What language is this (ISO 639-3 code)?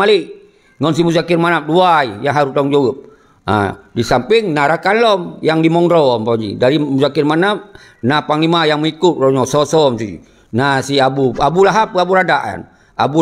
ace